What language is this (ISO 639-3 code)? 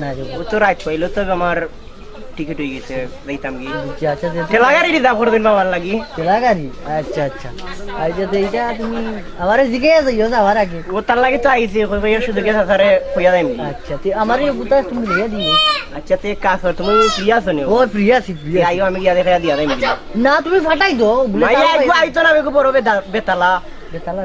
syl